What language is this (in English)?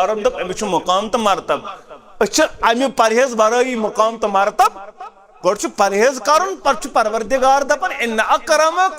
Kashmiri